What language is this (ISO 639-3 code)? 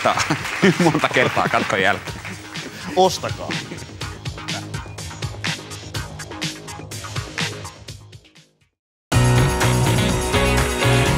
fin